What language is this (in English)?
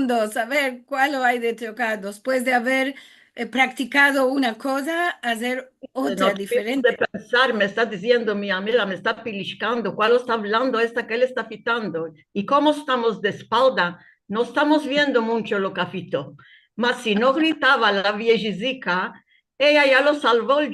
Ladino